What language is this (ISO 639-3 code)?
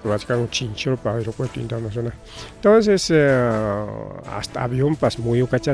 quy